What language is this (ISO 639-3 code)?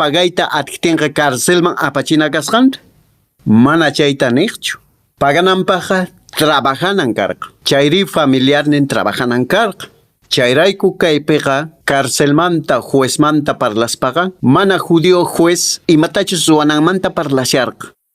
que